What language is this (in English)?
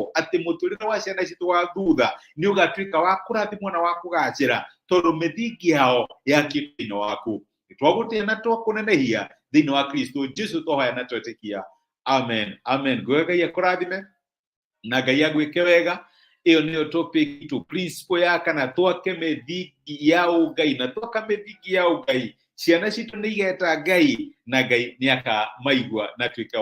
Kikuyu